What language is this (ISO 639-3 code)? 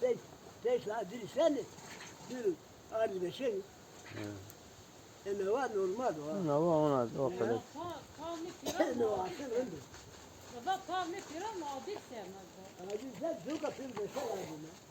zza